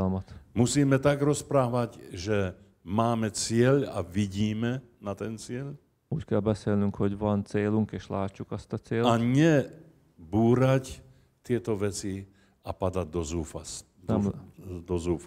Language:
Slovak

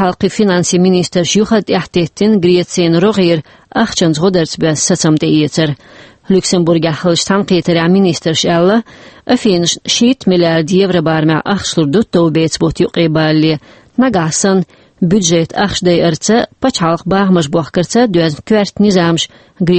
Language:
Chechen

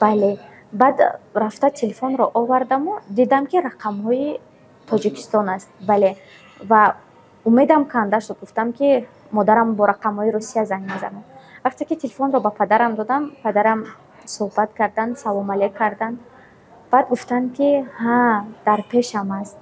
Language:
Tajik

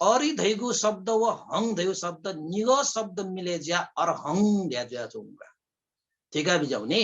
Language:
Newari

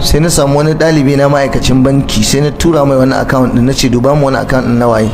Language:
Hausa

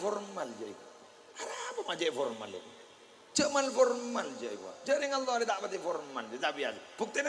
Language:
Madurese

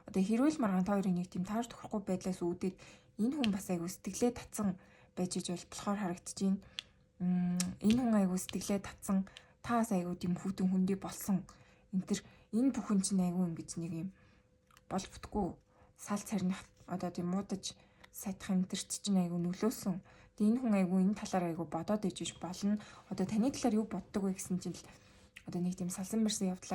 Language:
Mongolian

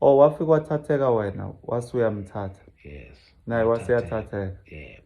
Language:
Zulu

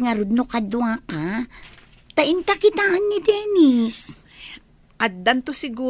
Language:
Iloko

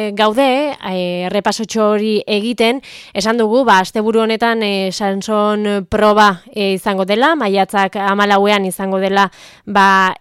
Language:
Basque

